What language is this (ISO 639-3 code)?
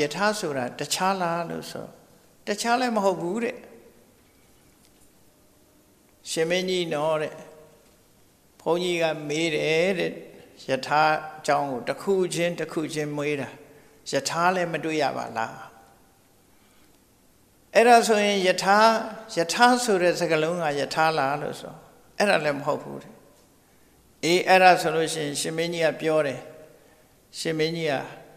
mya